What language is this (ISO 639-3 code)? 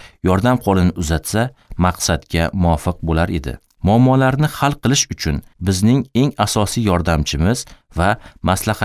uzb